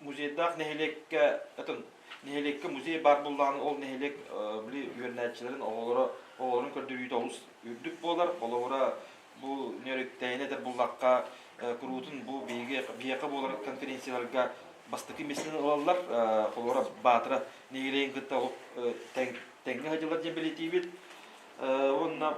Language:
Yakut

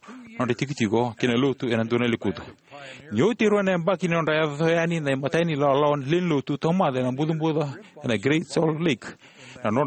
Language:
Fijian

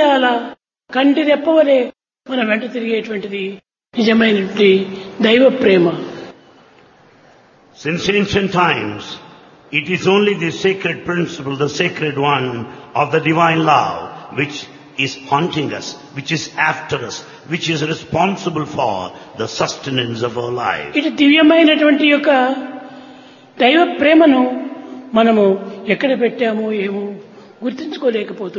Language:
Telugu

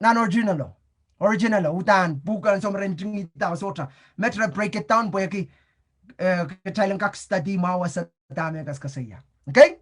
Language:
Pohnpeian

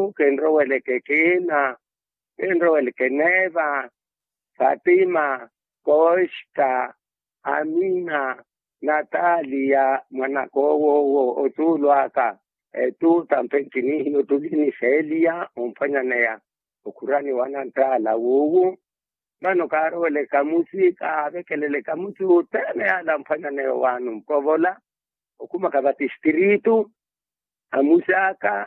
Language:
Makhuwa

